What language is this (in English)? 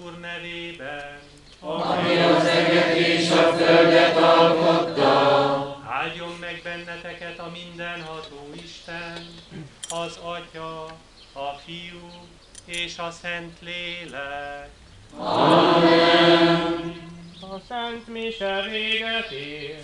Hungarian